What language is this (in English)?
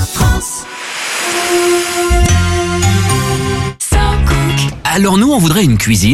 French